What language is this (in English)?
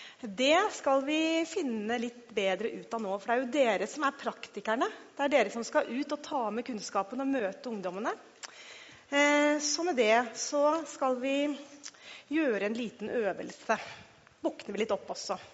Norwegian